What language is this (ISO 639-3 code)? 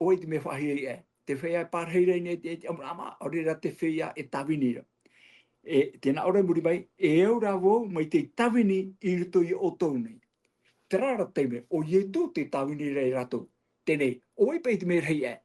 tah